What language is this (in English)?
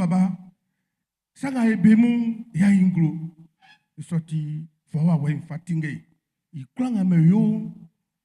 Baoulé